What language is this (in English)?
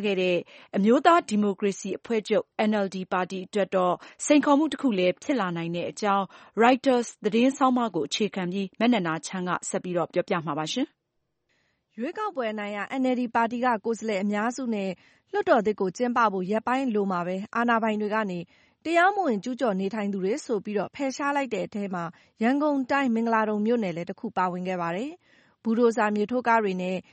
Burmese